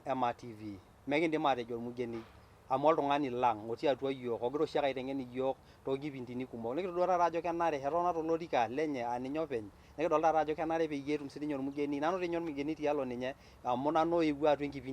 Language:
Masai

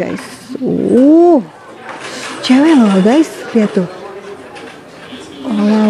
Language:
Indonesian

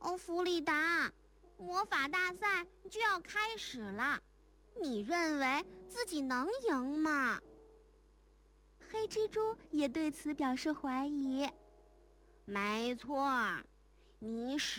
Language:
Chinese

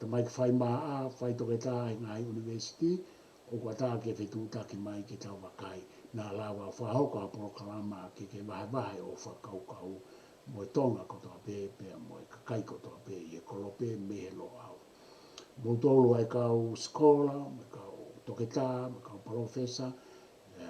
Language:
Tongan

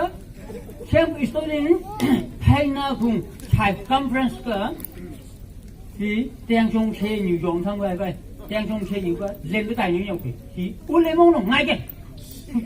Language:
Phom Naga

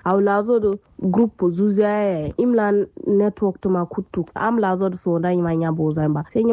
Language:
Kanuri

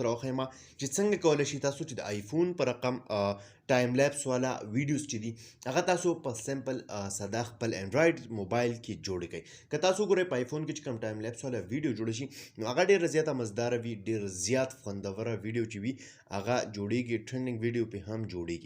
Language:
Pashto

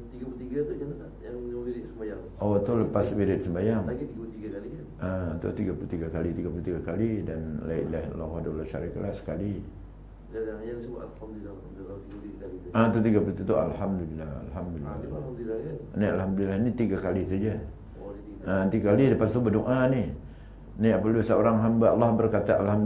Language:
Malay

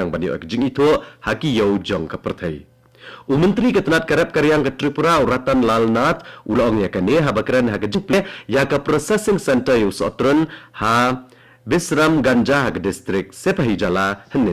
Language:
Khasi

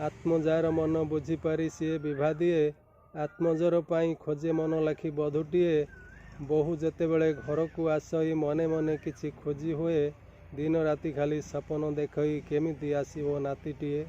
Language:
Odia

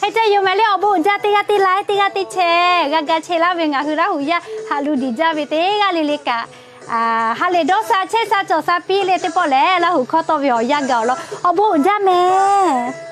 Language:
Lahu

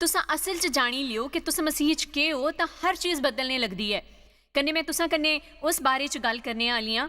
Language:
Dogri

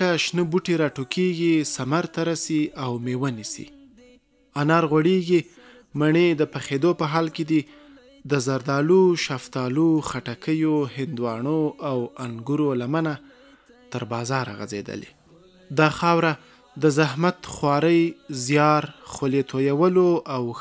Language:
Pashto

